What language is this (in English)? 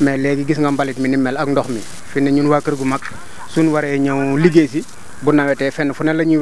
Wolof